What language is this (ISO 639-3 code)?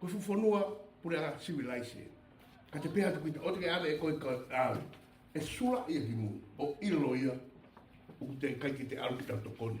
ton